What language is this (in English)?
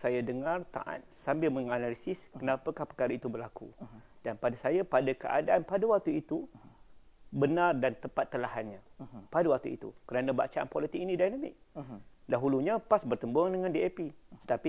Malay